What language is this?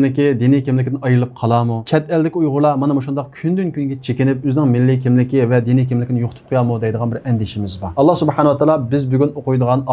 Uyghur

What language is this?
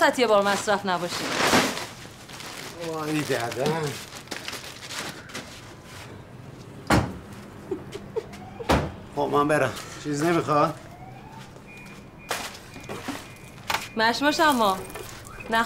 Persian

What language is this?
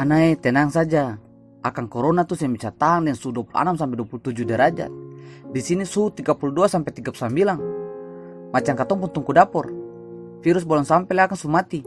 Ambonese Malay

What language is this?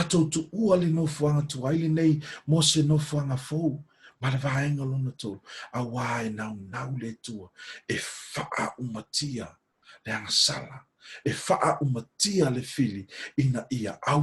Samoan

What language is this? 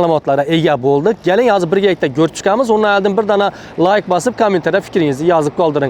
Uzbek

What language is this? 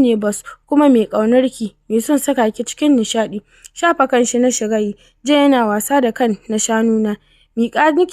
Hausa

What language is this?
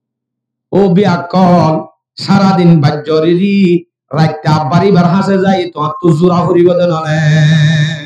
Rohingya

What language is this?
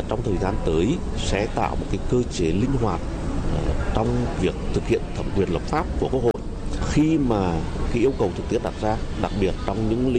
Vietnamese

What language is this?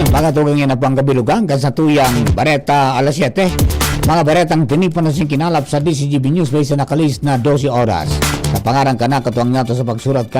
Bikol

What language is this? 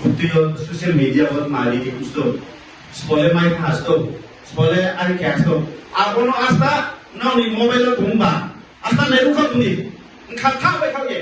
Riang (India)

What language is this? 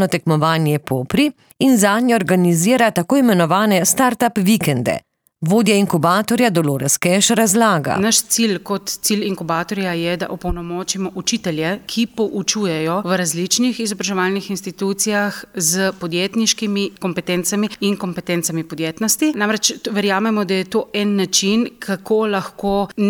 Slovenian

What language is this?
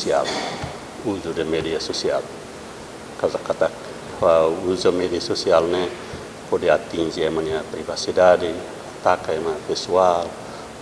Tetum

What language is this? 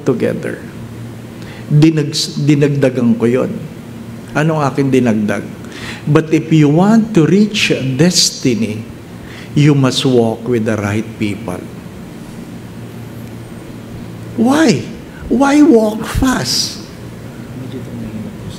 Filipino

